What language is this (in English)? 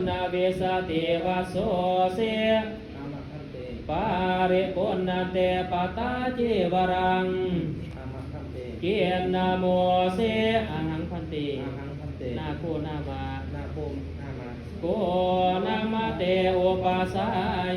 Pali